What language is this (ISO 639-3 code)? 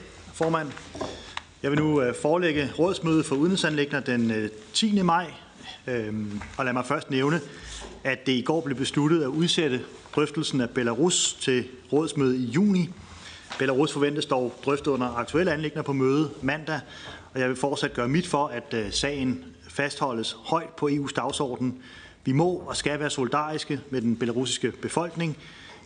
dan